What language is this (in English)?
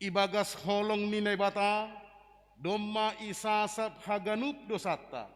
Batak Simalungun